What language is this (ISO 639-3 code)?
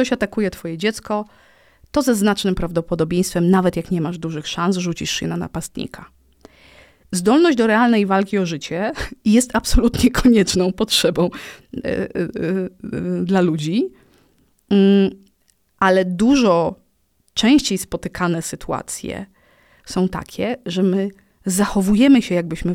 pol